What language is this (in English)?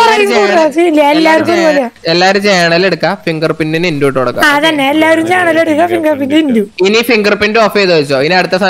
Malayalam